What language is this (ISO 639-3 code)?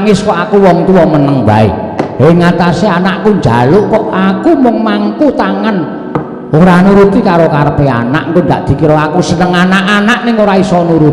jav